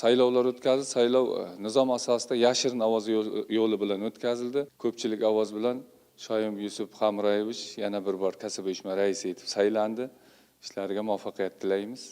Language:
Uzbek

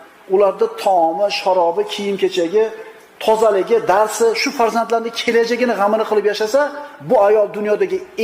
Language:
Uzbek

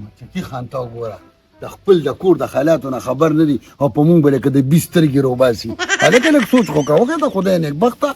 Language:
Pashto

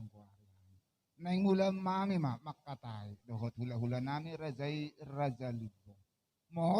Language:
Batak Toba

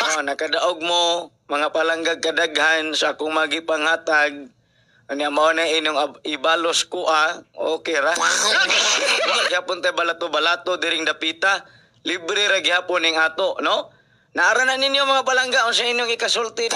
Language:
Cebuano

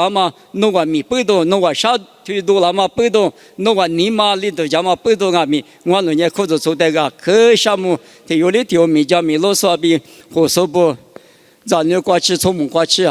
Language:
Lisu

